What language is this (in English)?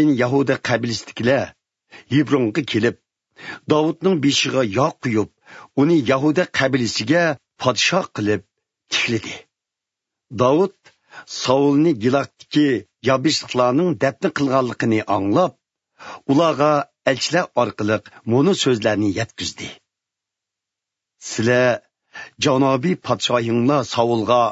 Uyghur